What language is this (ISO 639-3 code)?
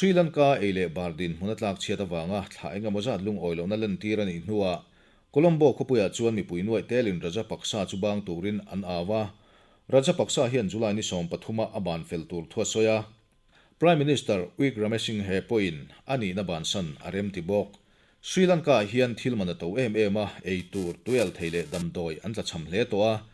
lus